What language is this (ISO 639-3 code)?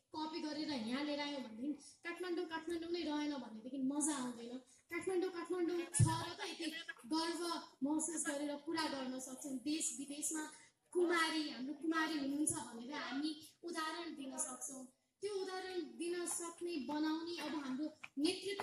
nep